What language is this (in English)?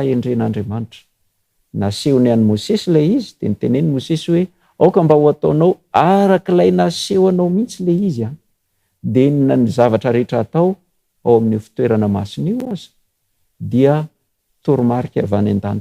Malagasy